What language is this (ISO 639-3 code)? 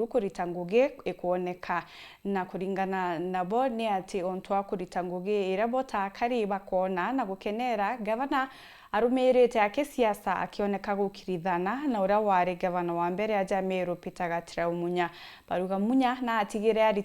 mer